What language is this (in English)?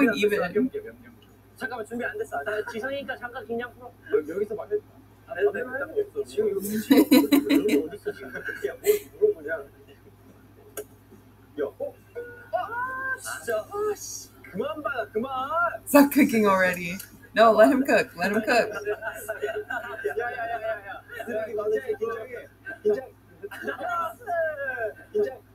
Korean